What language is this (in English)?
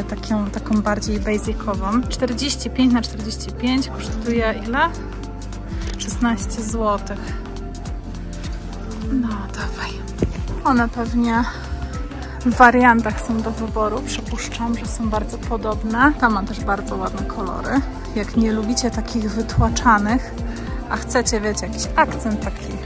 Polish